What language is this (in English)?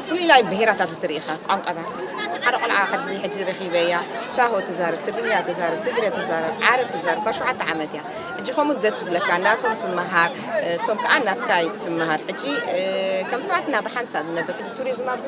Tigrinya